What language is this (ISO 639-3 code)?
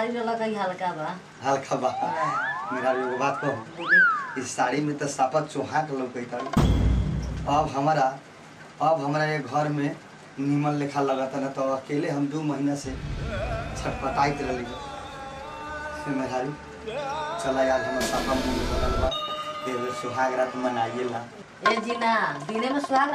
bho